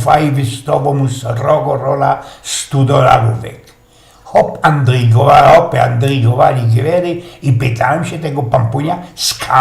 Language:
Silesian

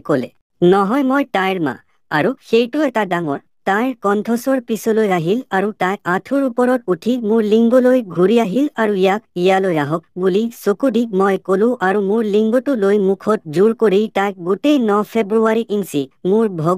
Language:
Assamese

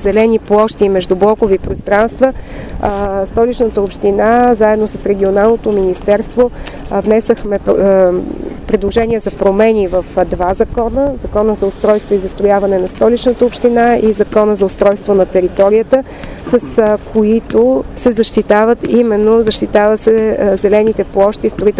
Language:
Bulgarian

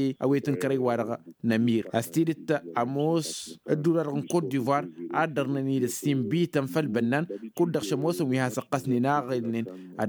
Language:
Tamasheq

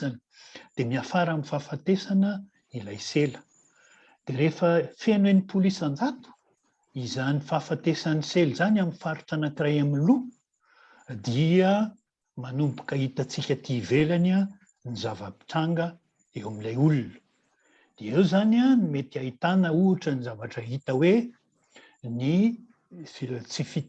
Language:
Malagasy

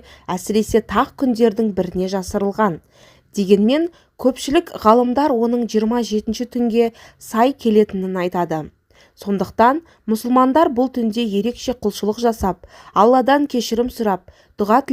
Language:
Kazakh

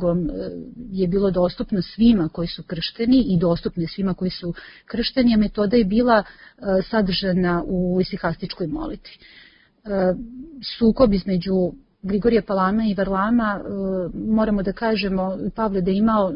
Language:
Serbian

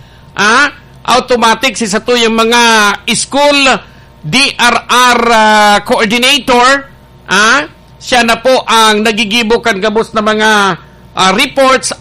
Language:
Bikol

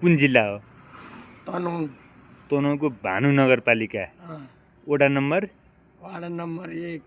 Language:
Nepali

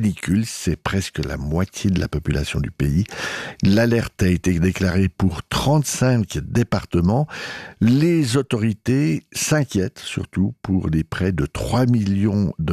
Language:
French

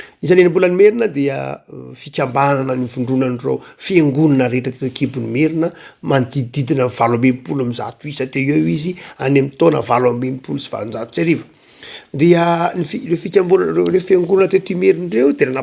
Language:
Malagasy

